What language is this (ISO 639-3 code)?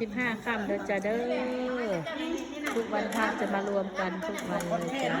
tts